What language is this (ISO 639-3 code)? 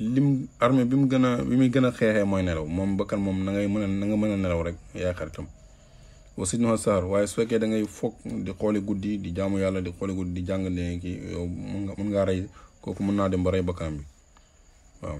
wol